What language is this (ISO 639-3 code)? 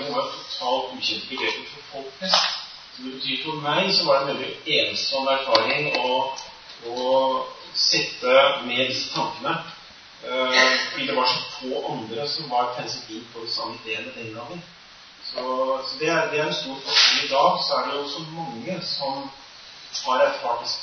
nor